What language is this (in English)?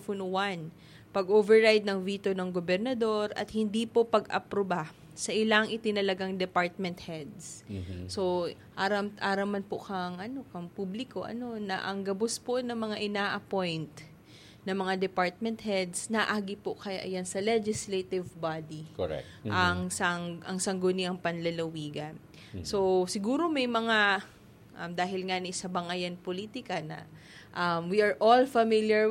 Bikol